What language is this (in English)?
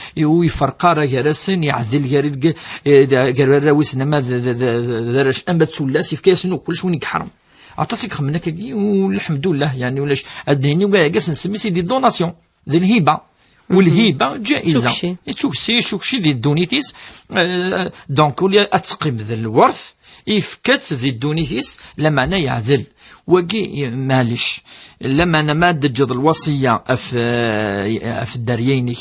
Kabyle